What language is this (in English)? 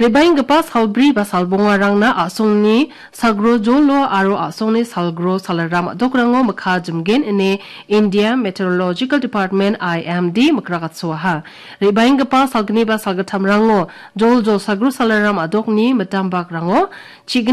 Garo